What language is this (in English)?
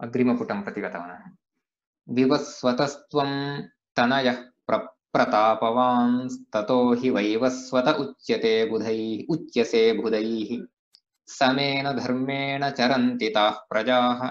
Sanskrit